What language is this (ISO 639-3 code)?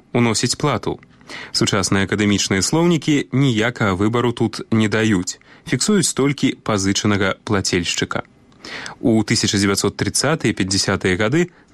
bel